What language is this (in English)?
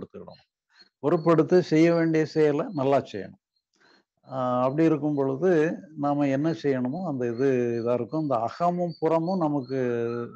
Tamil